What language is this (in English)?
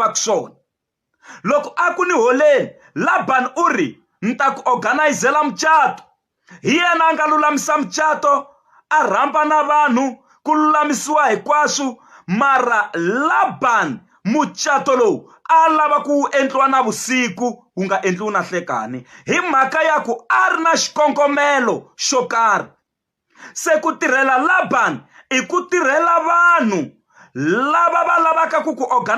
Tsonga